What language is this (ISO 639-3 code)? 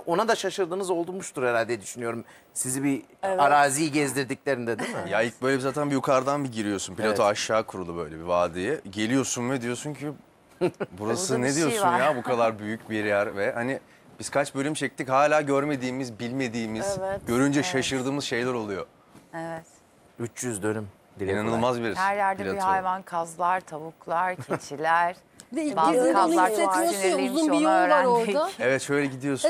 tur